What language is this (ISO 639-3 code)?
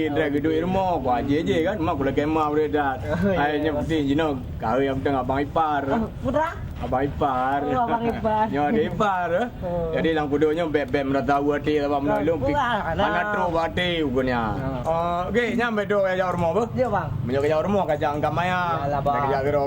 ace